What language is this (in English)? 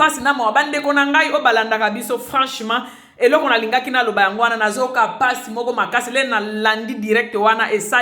Lingala